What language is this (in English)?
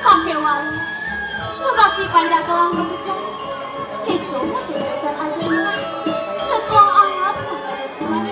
Balinese